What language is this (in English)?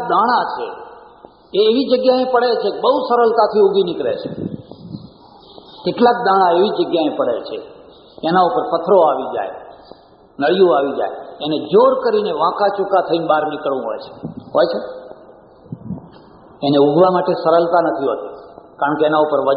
Gujarati